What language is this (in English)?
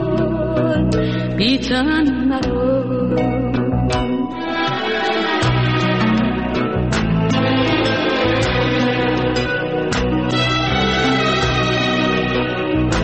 Persian